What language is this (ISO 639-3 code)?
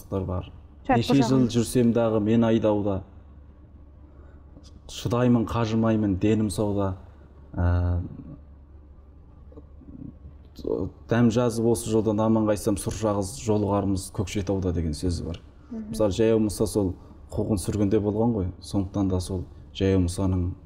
kaz